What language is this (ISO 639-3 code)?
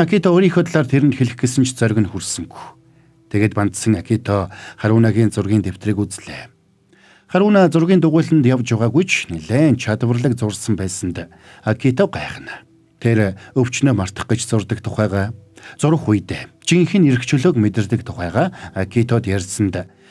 mon